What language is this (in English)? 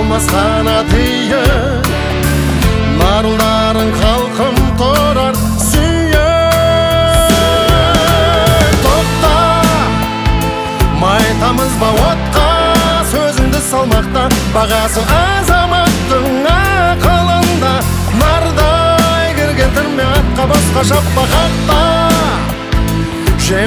Kazakh